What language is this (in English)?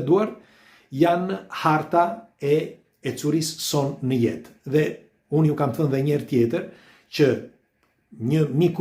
Albanian